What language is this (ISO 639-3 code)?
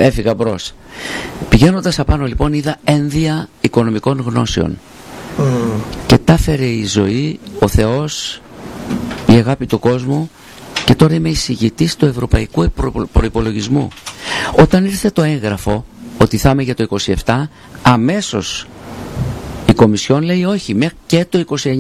ell